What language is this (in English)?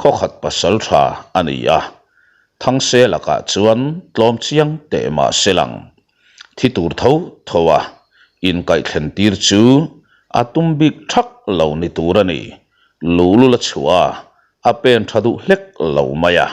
Mizo